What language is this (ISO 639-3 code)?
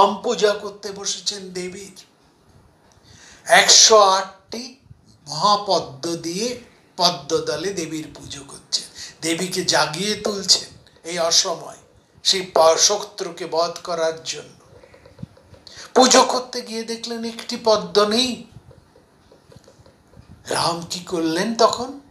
ben